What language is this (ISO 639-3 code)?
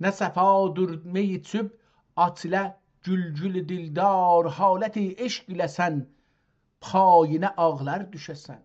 azb